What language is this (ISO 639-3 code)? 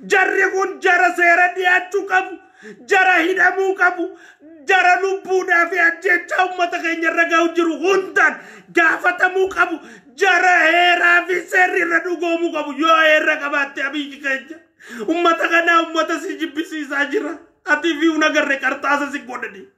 orm